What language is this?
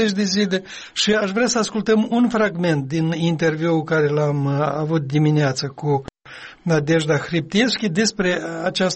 Romanian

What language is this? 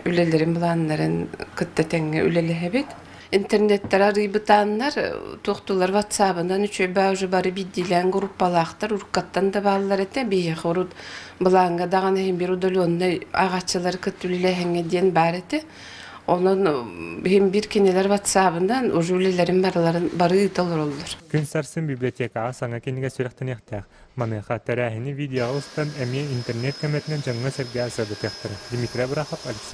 Yakut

